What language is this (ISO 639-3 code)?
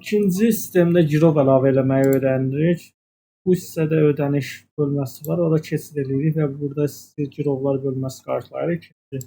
aze